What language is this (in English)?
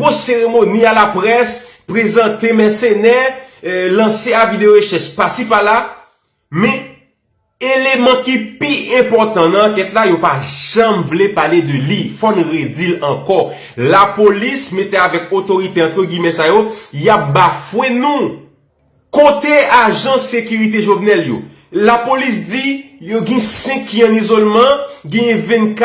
Haitian Creole